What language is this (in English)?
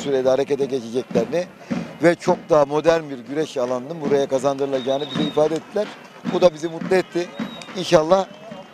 Turkish